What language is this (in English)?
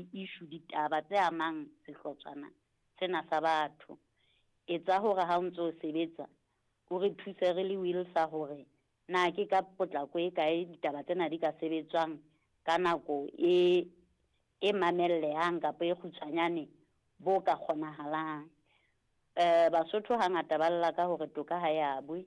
Southern Sotho